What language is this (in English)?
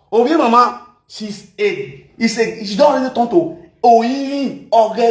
Nigerian Pidgin